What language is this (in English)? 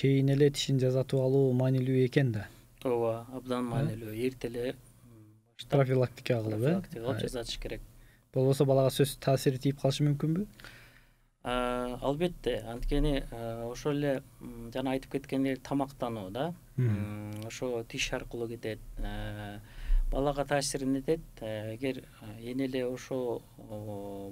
Kyrgyz